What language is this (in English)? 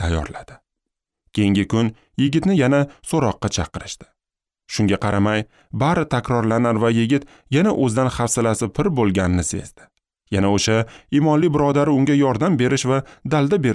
Uzbek